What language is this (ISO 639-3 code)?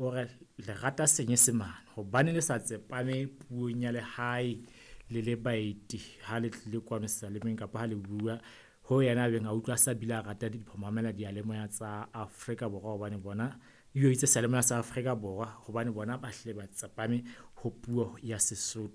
sot